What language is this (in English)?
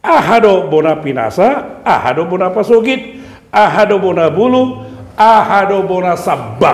Batak Toba